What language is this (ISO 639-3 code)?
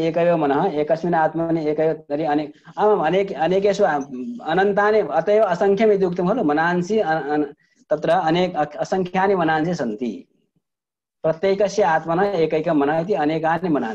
san